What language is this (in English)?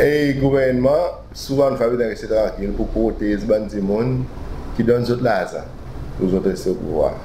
Seselwa Creole French